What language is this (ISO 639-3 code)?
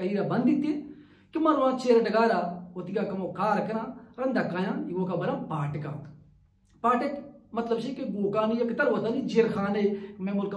bal